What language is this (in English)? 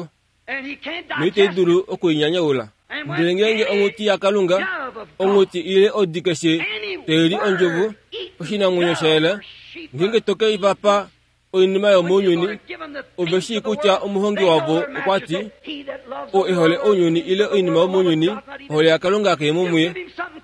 Kuanyama